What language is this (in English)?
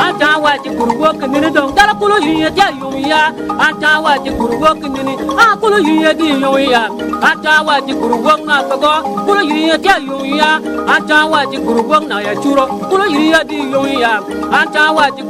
Acoli